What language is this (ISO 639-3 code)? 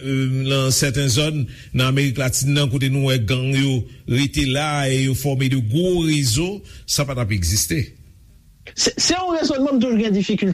hat